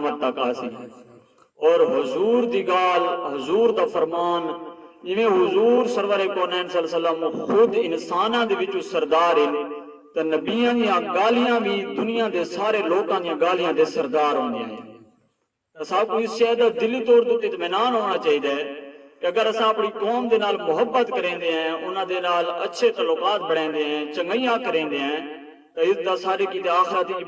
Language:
Saraiki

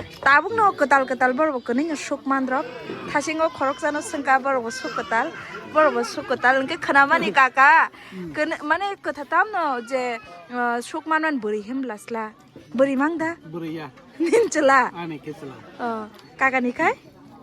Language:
Kok Borok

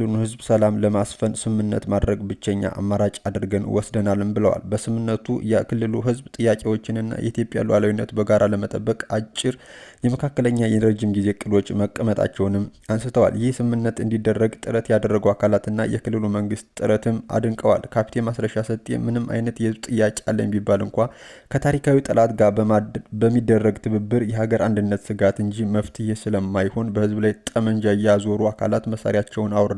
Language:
Amharic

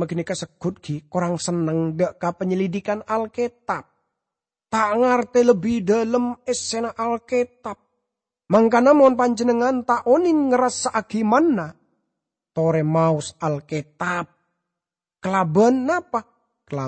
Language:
Madurese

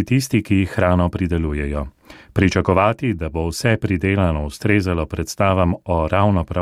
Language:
Slovenian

